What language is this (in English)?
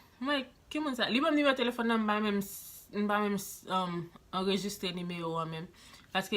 Haitian Creole